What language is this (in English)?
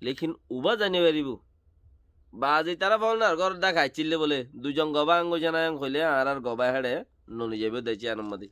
Rohingya